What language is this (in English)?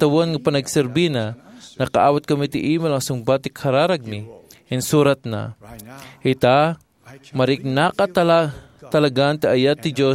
Iloko